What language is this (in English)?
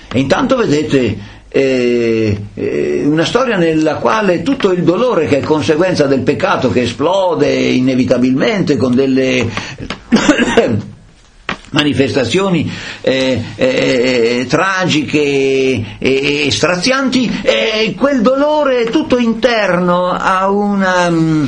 Italian